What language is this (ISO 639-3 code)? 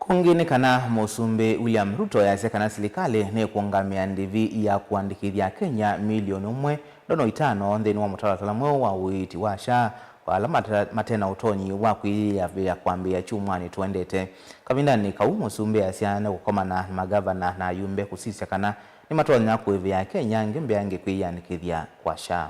kam